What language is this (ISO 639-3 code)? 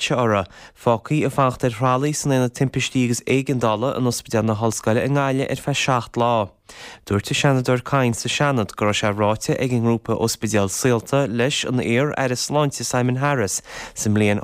gle